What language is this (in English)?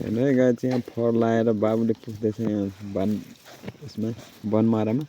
Nepali